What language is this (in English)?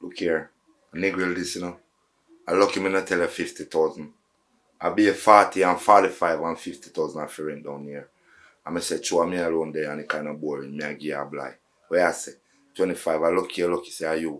Jamaican Creole English